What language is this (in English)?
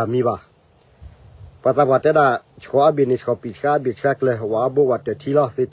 S'gaw Karen